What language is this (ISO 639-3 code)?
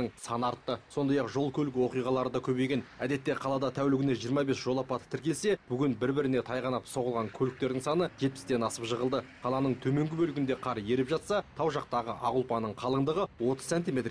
kaz